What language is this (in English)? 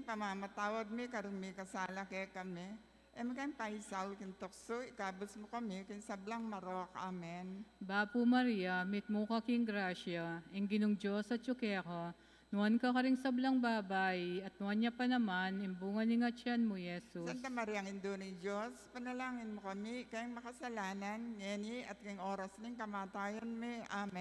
Pampanga